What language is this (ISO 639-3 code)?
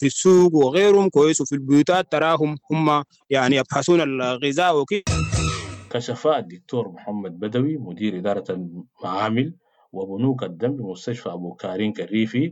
apd